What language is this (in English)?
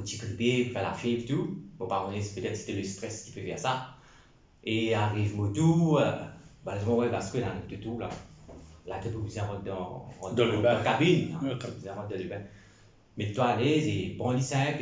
Morisyen